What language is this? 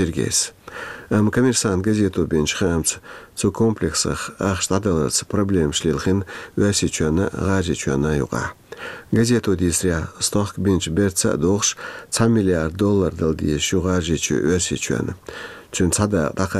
Chechen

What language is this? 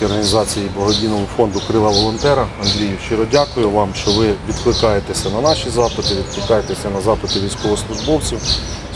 Ukrainian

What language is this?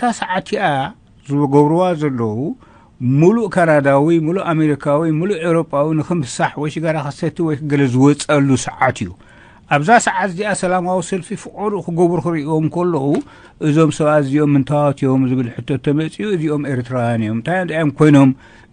Tigrinya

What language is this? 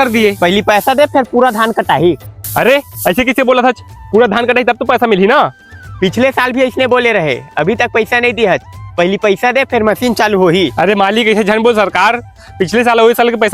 Chhattisgarhi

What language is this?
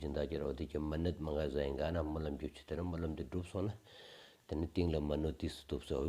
Stod Bhoti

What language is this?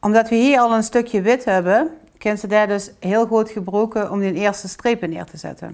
Limburgish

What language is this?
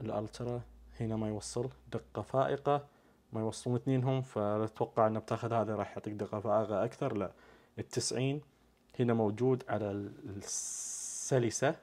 Najdi Arabic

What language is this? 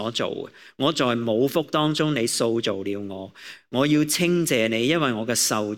Cantonese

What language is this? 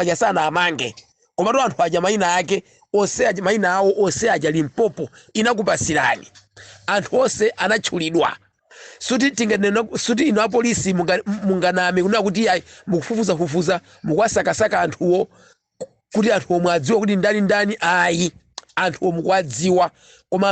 Nyanja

